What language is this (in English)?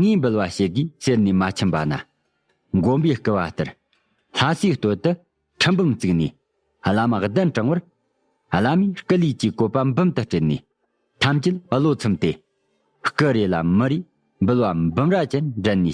Tibetan